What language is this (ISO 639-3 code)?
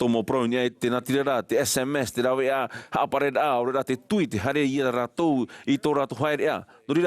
tah